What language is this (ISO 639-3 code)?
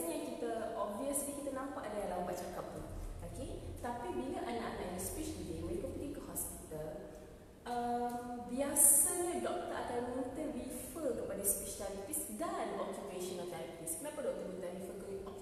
msa